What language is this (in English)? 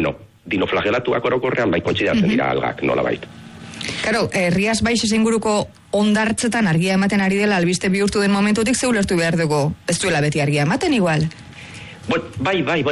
Basque